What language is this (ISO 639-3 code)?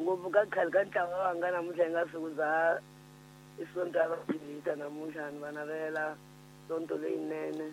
tso